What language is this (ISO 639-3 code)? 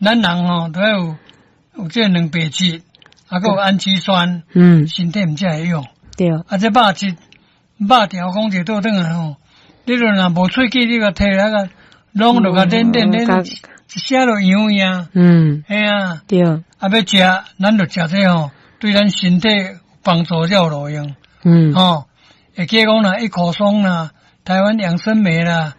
nan